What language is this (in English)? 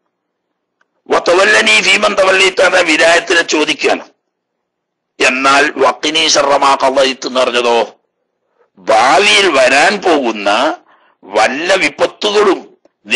Malayalam